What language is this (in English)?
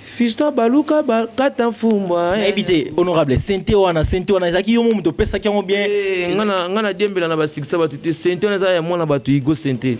Lingala